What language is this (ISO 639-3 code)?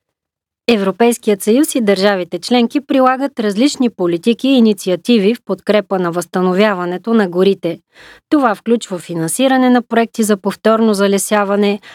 bul